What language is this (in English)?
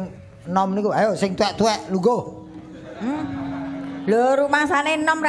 Javanese